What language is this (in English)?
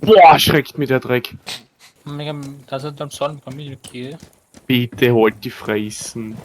Bavarian